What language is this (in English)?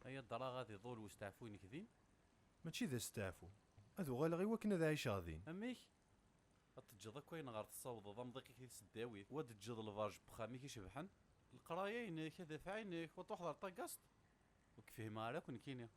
Kabyle